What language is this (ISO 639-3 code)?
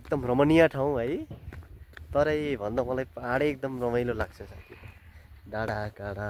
nep